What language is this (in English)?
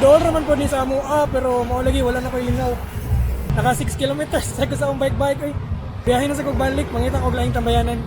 Cebuano